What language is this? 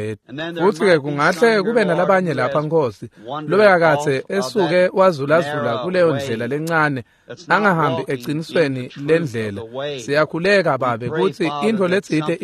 Swati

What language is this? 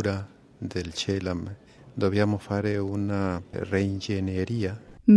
Slovenian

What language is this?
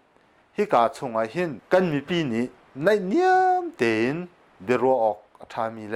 Hakha Chin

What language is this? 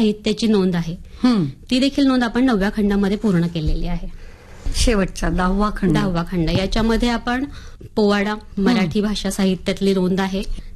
Marathi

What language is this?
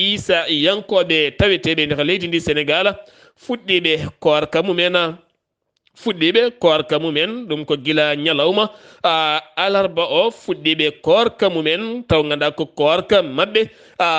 Fula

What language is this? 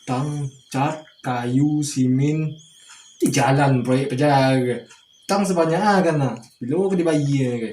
Minangkabau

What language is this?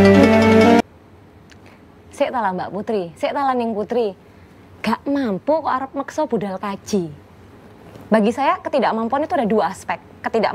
Indonesian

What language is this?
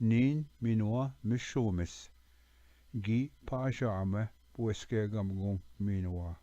Ojibwa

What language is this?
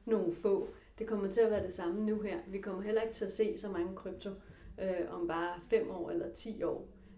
Danish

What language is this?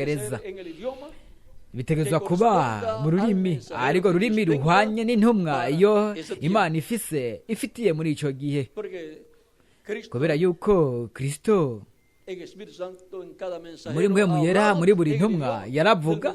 Rundi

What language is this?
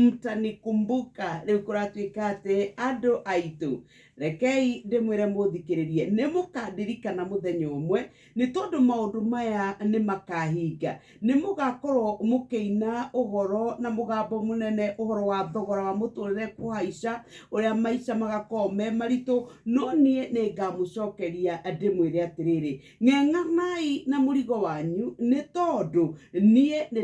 Kikuyu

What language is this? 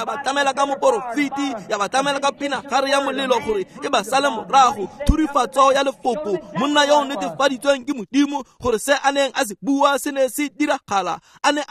Tswana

